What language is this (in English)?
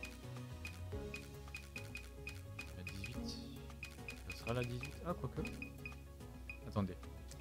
French